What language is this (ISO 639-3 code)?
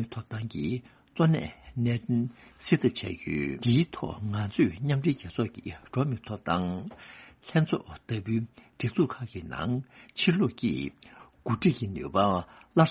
bod